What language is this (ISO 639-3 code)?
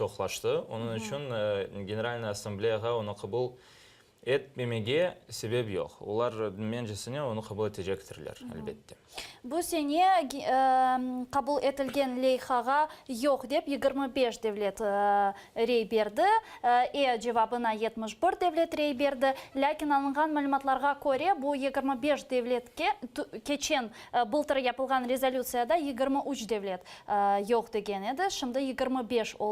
crh